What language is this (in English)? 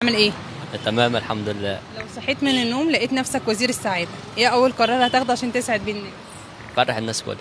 Egyptian Arabic